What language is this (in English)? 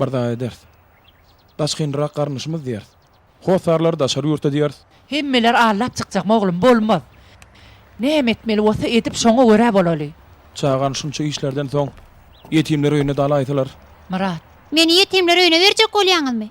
Turkmen